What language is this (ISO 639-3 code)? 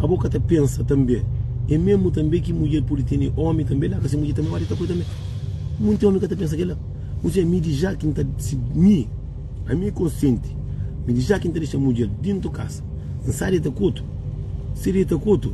kea